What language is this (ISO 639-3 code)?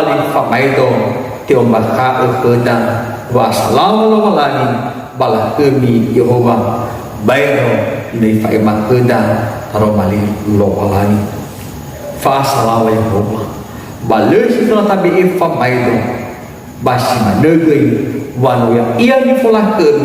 nia